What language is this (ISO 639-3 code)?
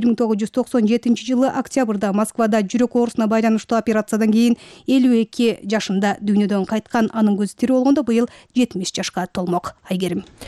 kir